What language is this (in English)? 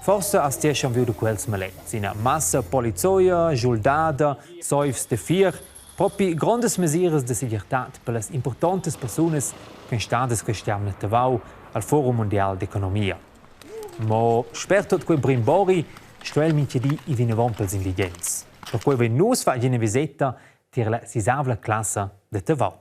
Romansh